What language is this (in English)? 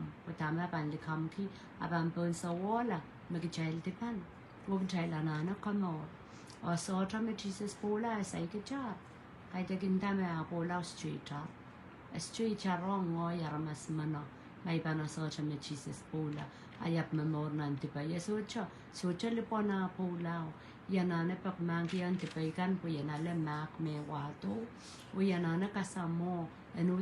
Pohnpeian